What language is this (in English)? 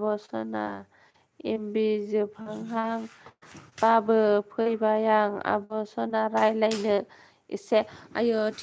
Bodo